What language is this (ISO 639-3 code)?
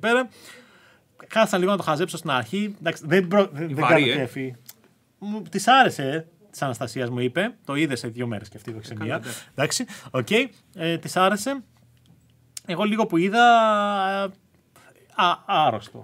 ell